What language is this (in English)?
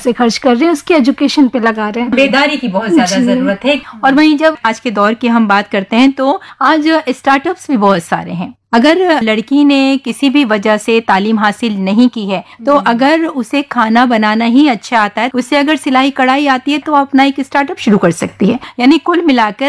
Urdu